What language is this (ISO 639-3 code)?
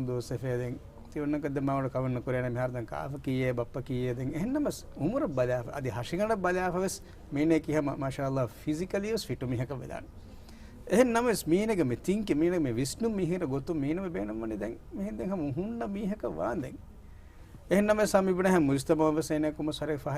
div